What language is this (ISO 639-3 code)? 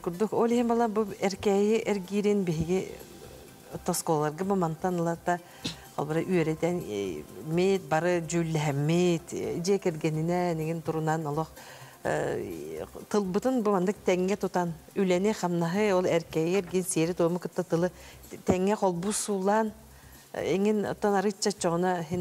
sah